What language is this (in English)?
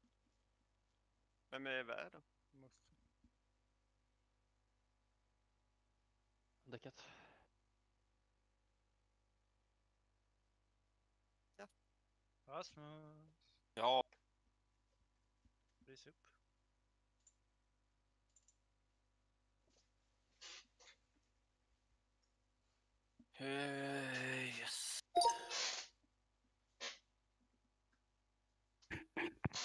Swedish